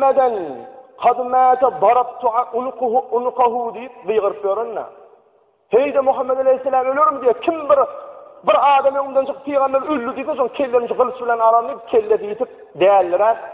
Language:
Turkmen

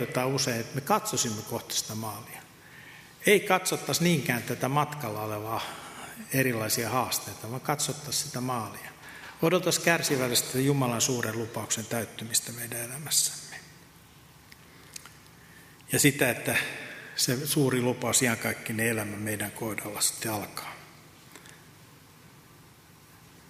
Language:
Finnish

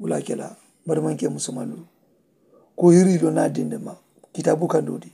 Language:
Mandingo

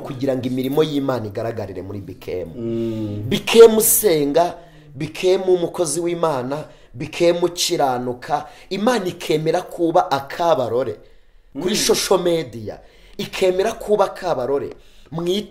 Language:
Kinyarwanda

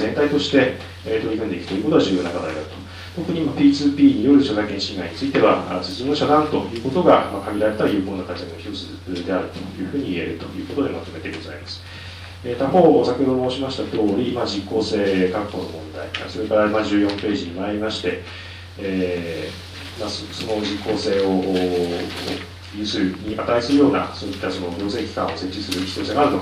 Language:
Japanese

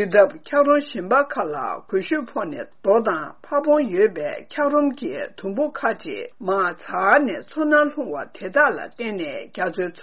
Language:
Tibetan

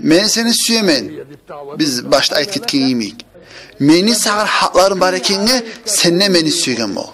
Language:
Kumyk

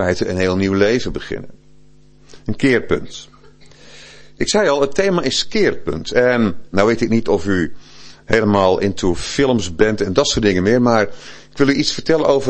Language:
Dutch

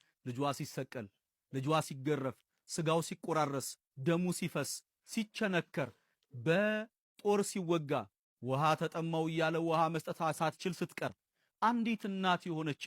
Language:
Amharic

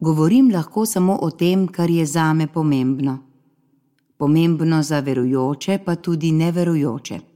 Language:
Slovenian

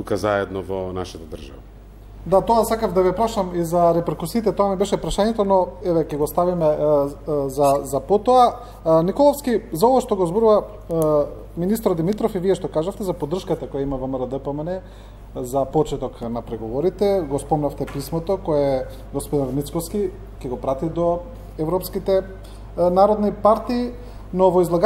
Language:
Macedonian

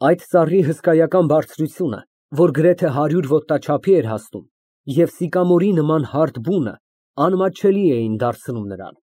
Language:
Armenian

